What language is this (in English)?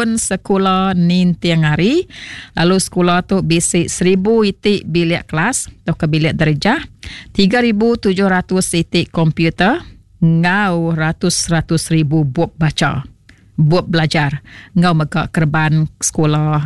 Iban